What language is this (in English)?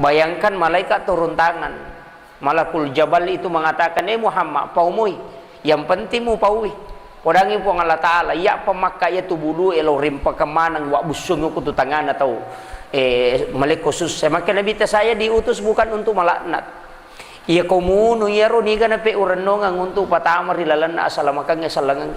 Buginese